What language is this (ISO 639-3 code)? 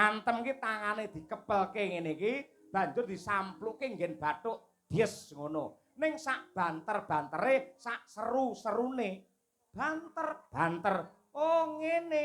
jav